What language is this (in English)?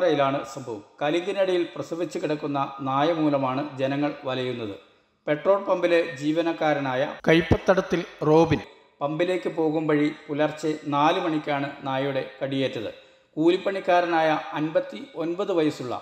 Malayalam